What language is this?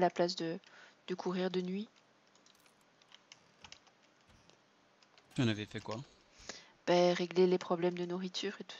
French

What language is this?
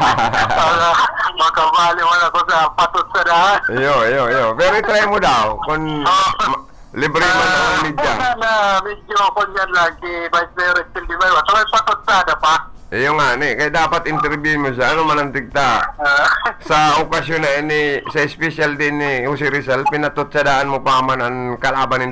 Bikol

